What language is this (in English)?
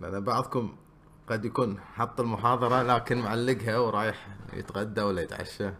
Gulf Arabic